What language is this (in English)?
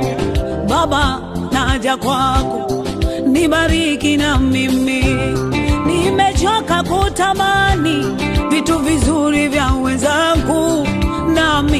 Swahili